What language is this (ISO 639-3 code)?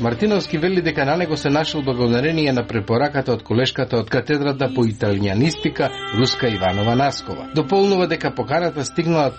mkd